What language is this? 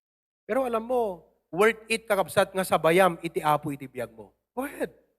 Iloko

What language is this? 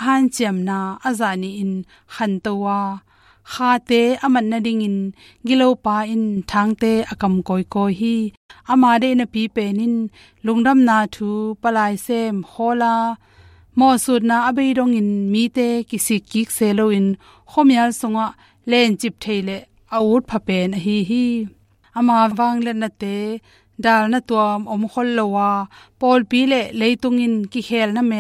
Tedim Chin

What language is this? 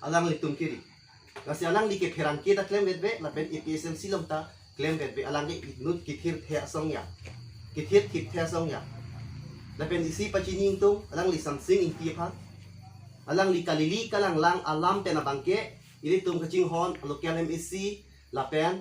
Karbi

